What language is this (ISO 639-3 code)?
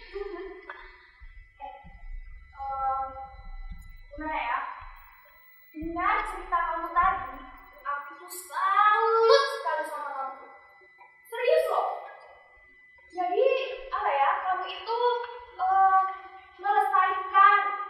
ind